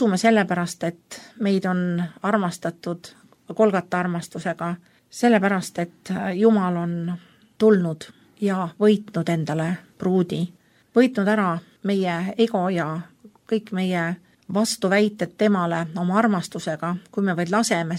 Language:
Estonian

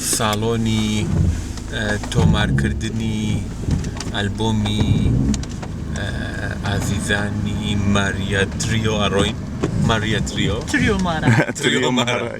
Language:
Kurdish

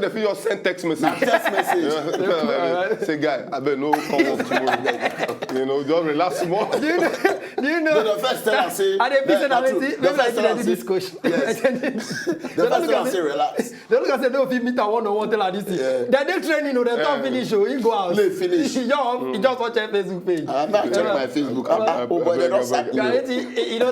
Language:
Nigerian Pidgin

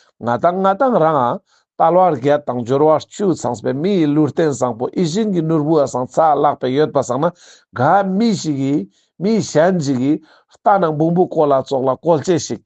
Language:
Ladakhi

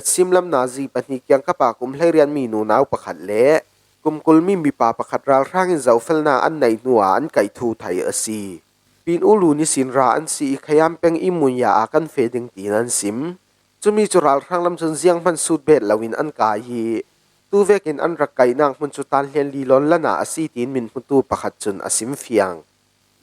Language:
Falam Chin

